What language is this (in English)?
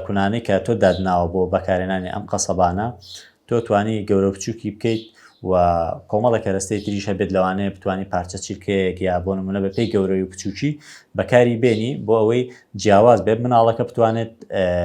Central Kurdish